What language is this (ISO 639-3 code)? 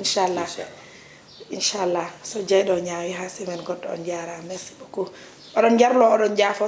ful